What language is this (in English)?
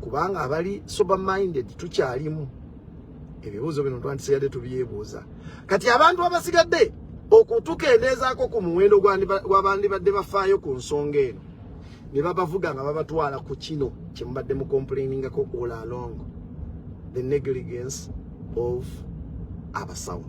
Ganda